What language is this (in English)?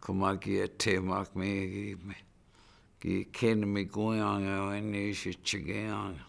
Chippewa